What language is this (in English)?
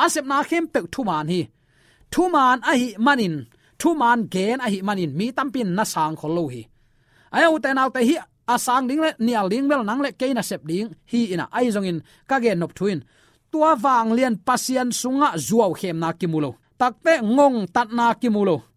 Tedim Chin